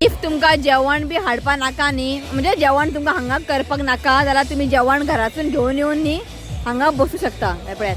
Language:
Konkani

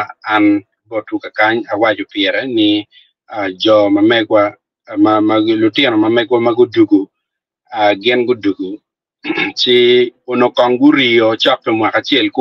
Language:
Acoli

